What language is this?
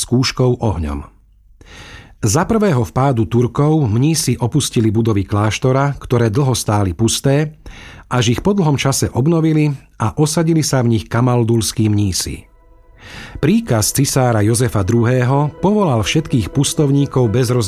Slovak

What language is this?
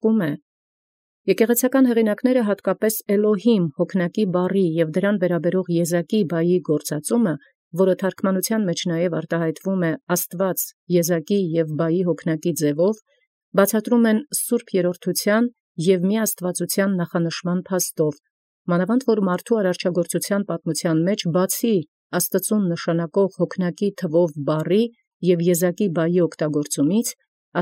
Armenian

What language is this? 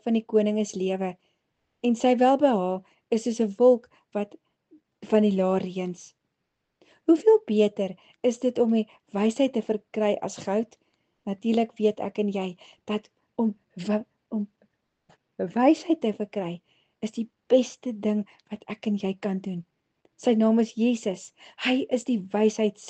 Afrikaans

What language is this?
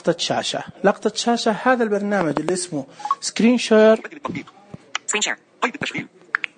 Najdi Arabic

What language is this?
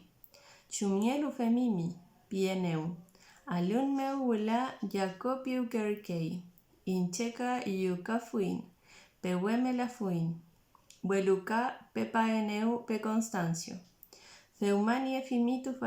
Mapuche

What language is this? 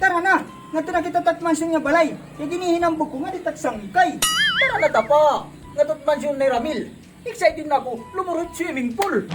Waray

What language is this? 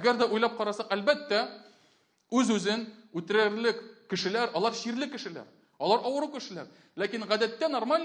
Tatar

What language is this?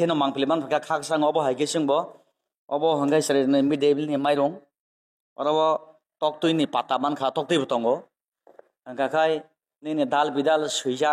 Kok Borok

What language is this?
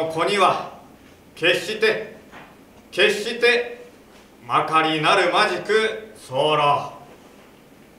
Japanese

